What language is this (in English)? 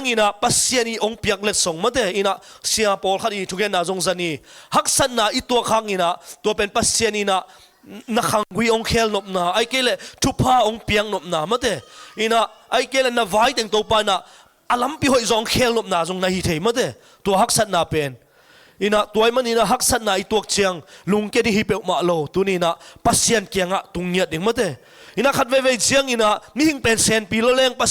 Tedim Chin